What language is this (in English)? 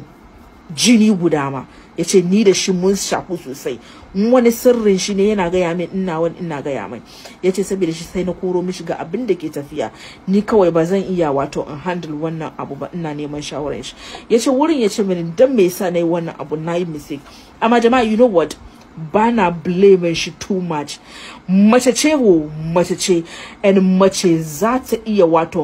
Hausa